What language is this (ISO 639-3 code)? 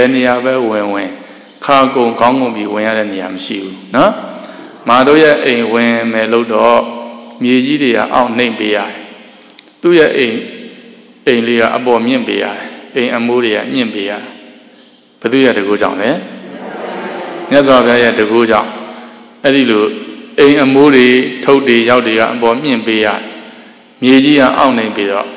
mya